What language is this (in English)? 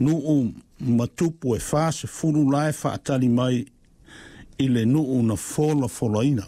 Samoan